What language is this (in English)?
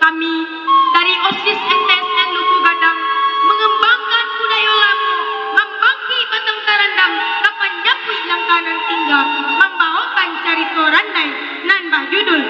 Minangkabau